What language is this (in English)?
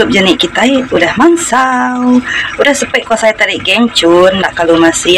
Iban